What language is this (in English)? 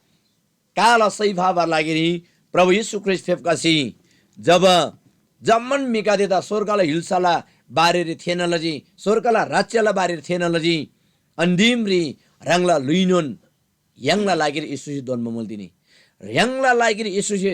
Eastern Tamang